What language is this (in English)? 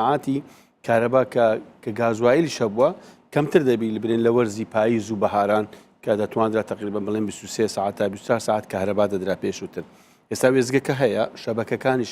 Central Kurdish